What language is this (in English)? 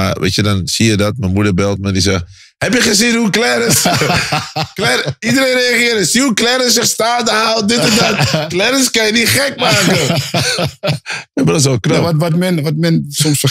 Dutch